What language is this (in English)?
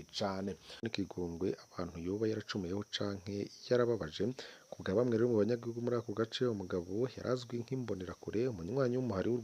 Rundi